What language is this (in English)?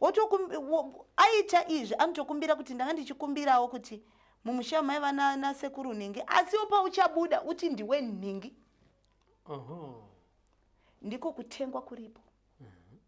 Shona